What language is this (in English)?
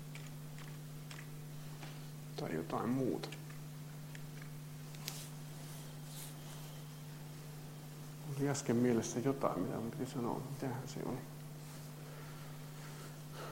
Finnish